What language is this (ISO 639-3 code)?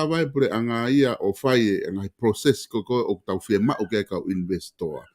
ton